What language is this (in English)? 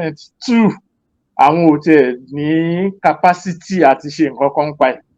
Yoruba